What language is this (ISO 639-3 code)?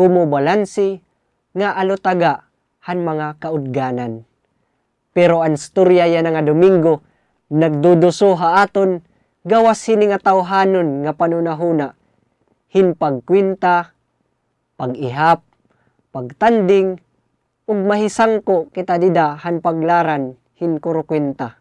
war